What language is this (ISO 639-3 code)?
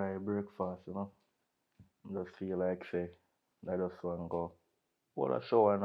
jam